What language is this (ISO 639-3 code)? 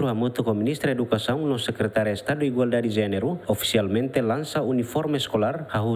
tet